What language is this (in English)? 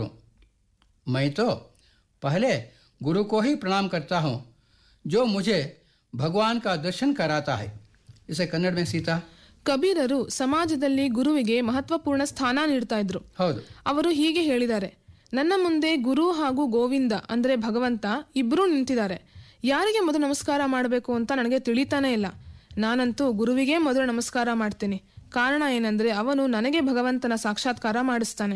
Kannada